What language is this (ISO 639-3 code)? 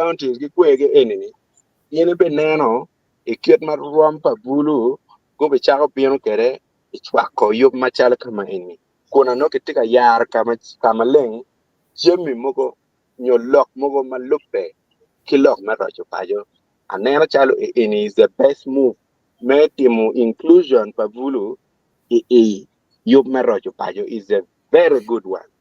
ach